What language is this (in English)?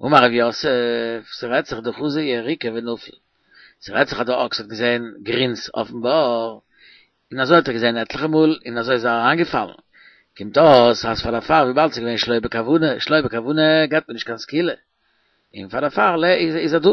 Yiddish